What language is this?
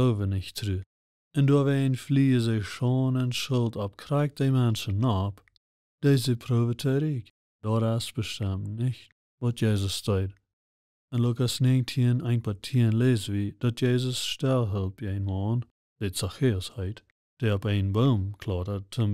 Plautdietsch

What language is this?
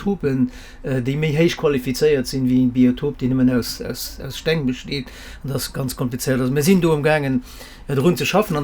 Luxembourgish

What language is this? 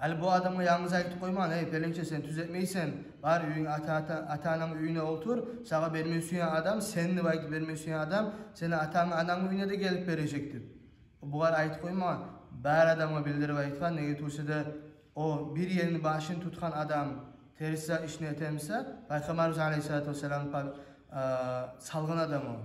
Kumyk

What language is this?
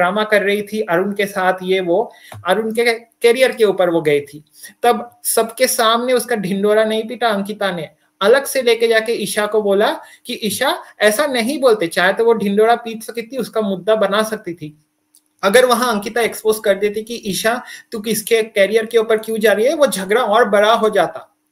Hindi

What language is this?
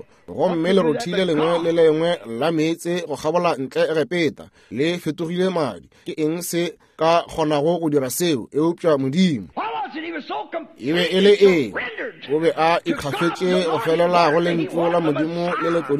Northern Sotho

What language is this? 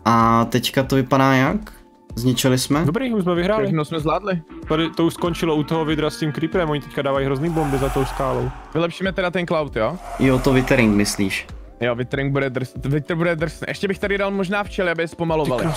Czech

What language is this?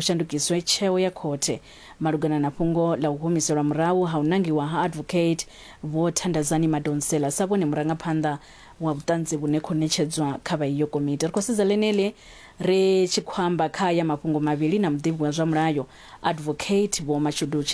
Venda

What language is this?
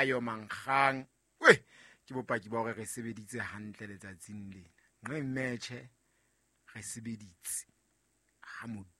Southern Sotho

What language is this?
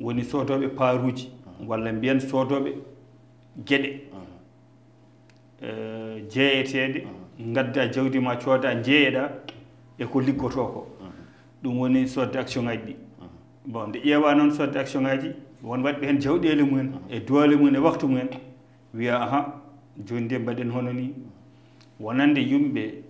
Fula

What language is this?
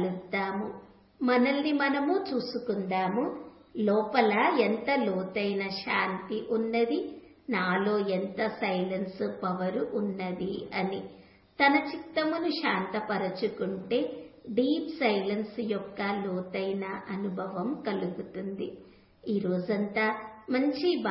Telugu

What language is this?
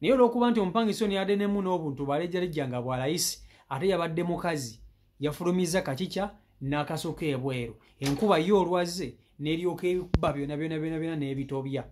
Ganda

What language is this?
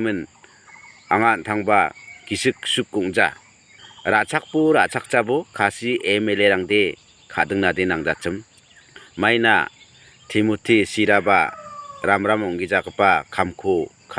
Garo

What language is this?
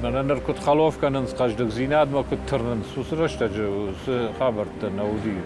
Ossetic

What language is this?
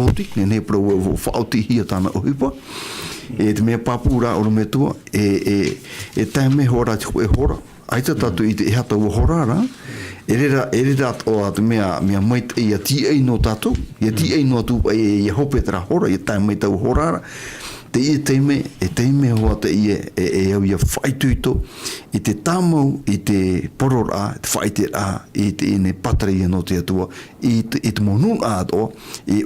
Tahitian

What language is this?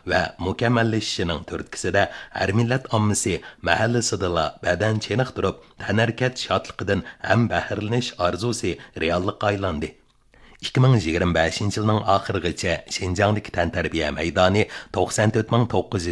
Uyghur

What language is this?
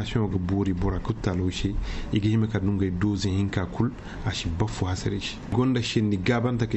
Koyraboro Senni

